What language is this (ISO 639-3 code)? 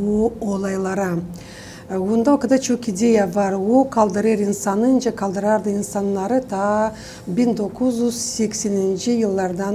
gag